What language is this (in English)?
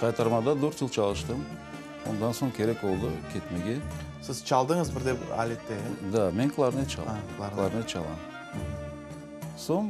Crimean Tatar